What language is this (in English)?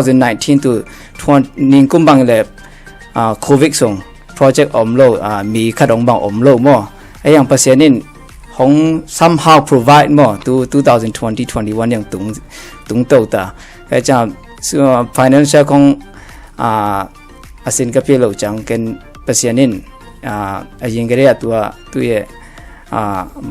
Tedim Chin